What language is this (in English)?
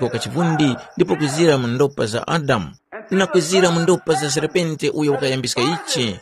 Tumbuka